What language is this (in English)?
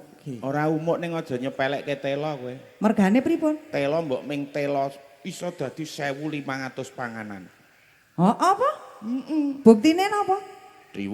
Javanese